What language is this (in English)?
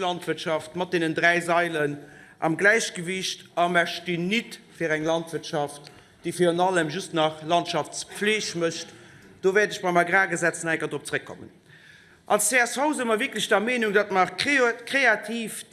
Luxembourgish